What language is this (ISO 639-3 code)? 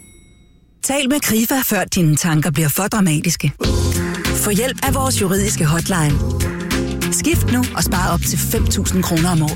dan